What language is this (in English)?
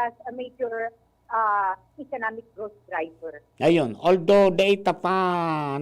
Bikol